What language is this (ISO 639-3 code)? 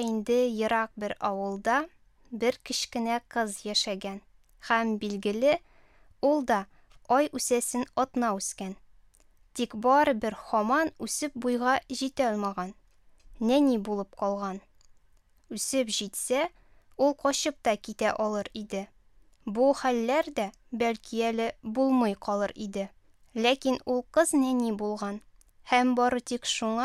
tat